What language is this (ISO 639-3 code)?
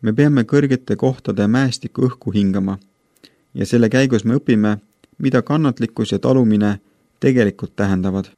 est